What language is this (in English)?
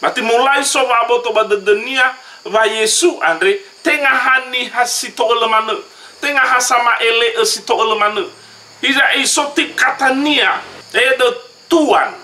Nias